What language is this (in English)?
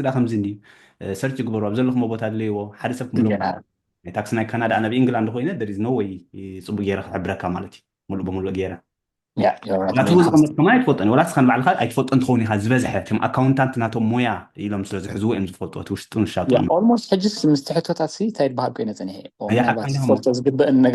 Tigrinya